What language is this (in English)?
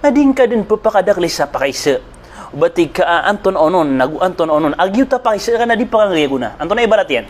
Maranao